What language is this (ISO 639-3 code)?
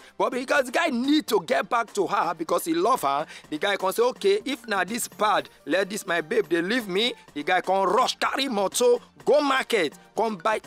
pcm